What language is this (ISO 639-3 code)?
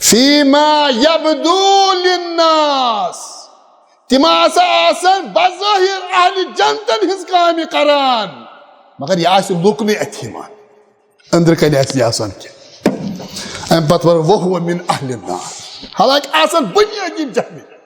kas